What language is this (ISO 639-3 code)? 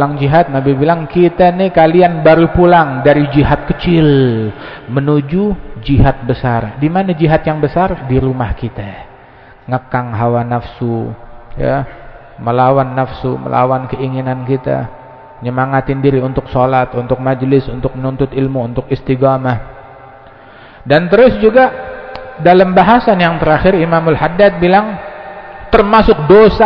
ind